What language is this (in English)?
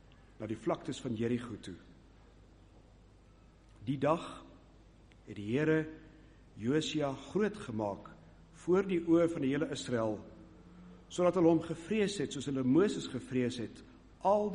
Afrikaans